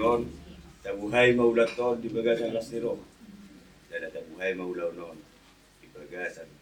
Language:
Batak Toba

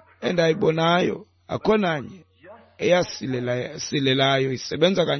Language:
Xhosa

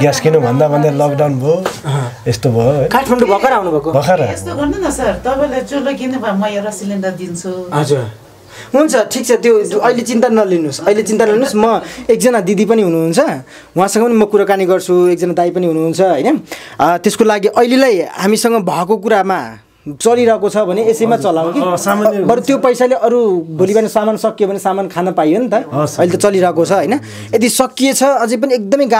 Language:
Nepali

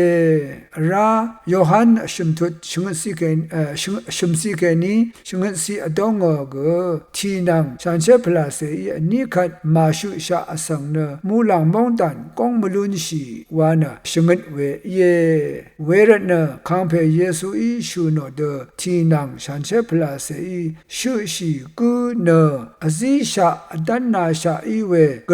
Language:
Rawang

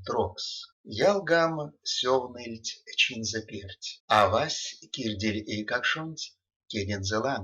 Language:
Erzya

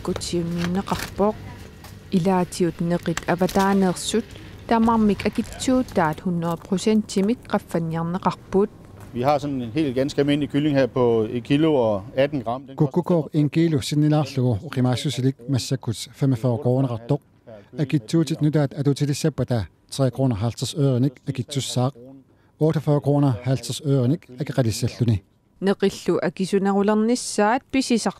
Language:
Kalaallisut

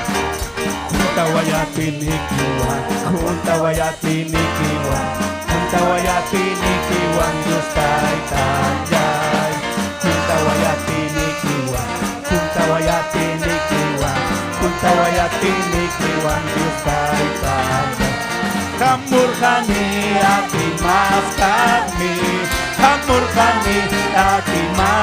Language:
Ayacucho Quechua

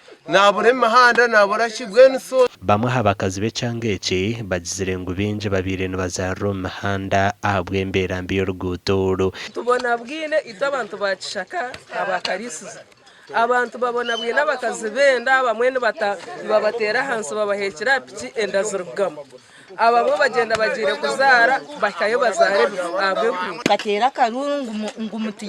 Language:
Nyankole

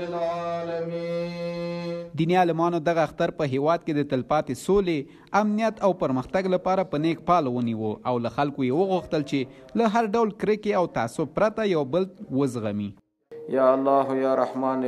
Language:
Pashto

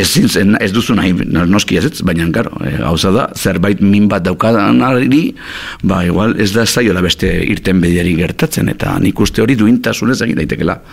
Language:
Basque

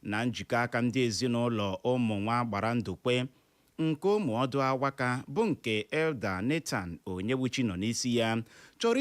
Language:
Igbo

